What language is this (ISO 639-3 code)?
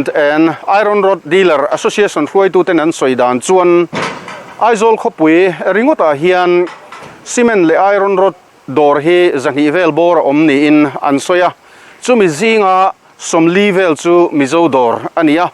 lus